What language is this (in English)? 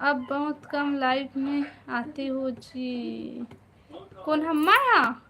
Chhattisgarhi